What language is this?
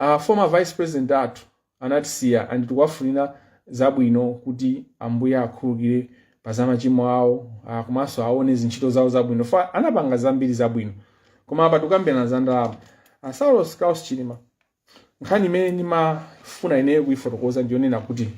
Nyanja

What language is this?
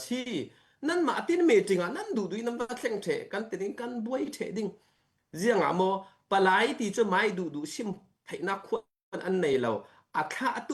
Falam Chin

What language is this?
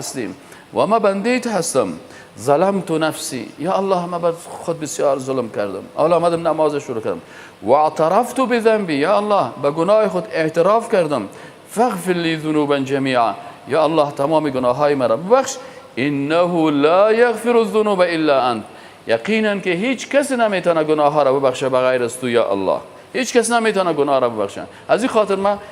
Persian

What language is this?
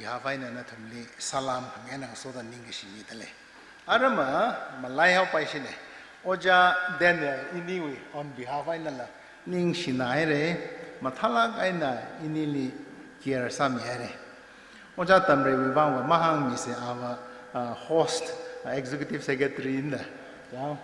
Tangkhul Naga (India)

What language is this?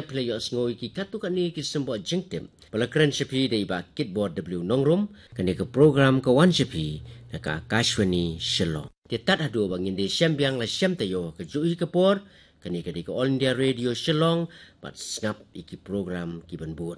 Khasi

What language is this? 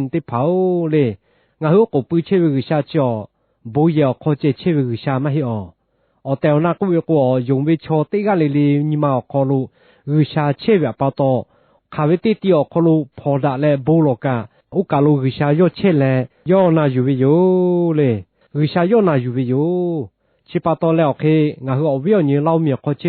Lahu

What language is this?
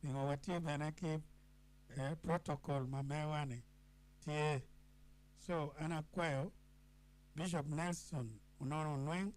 Acoli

